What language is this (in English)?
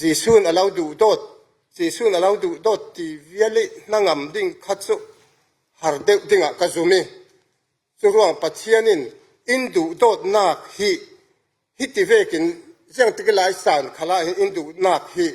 Falam Chin